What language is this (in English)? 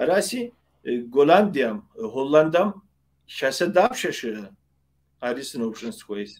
Kabardian